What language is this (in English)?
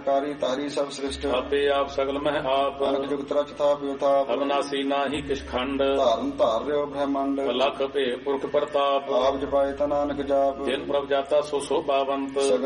Punjabi